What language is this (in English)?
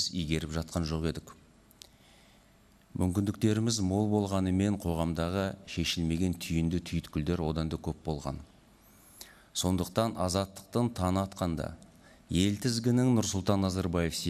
Kazakh